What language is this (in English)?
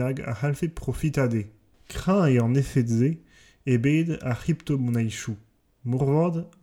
Breton